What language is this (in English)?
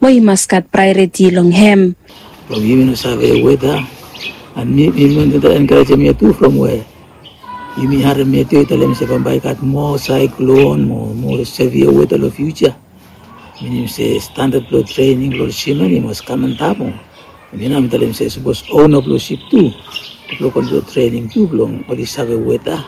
Bislama